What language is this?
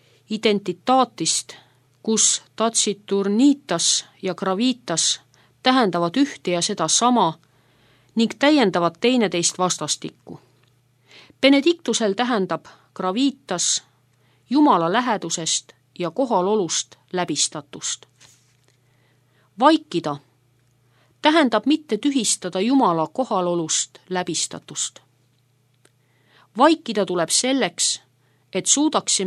Estonian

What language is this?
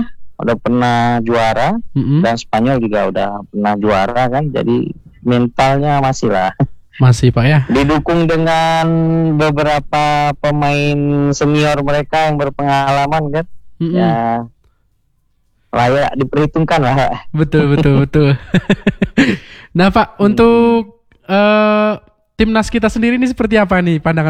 Indonesian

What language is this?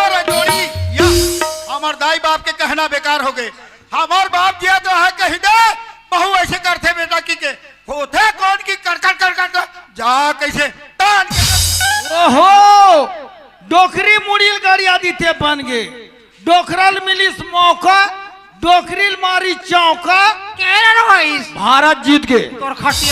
Chhattisgarhi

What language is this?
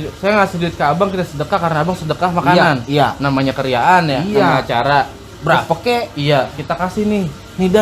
Betawi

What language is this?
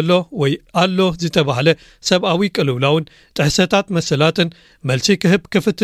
Tigrinya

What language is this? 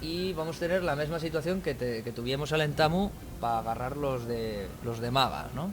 Asturian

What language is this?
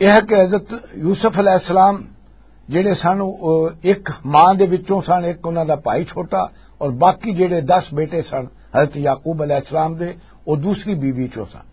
Western Panjabi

